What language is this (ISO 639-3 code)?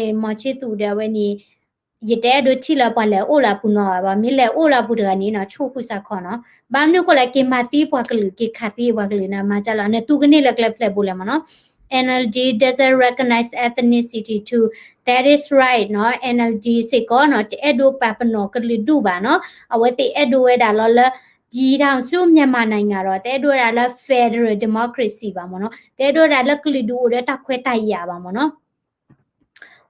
ksw